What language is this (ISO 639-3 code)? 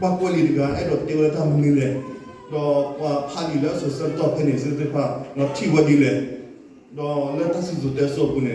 ksw